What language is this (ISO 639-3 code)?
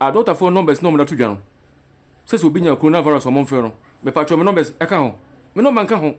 aka